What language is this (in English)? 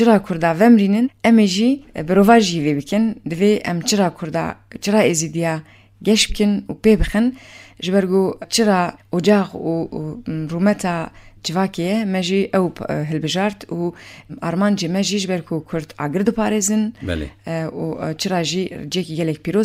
Kurdish